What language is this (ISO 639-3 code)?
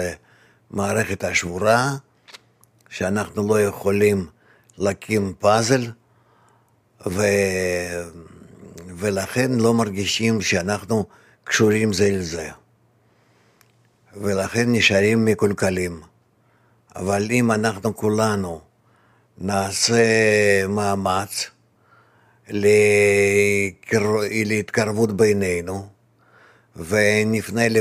heb